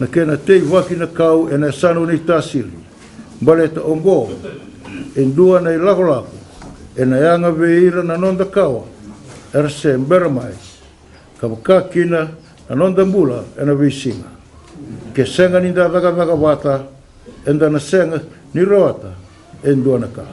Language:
Fijian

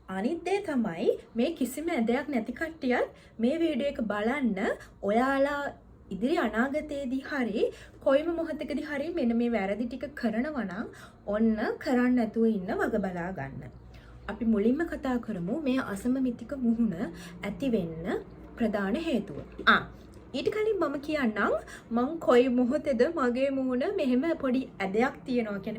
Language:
Sinhala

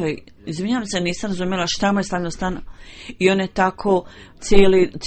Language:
Bosnian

